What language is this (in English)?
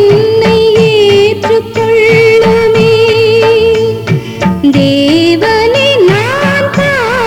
Tamil